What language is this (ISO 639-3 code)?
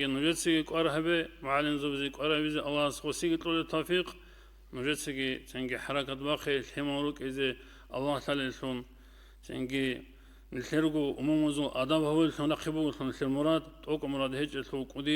ava